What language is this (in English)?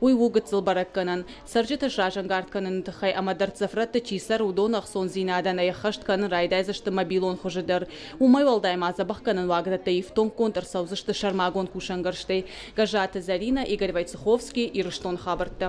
Ossetic